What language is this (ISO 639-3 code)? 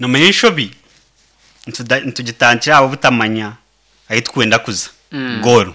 nyn